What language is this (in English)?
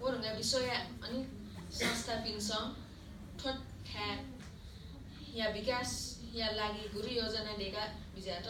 Newari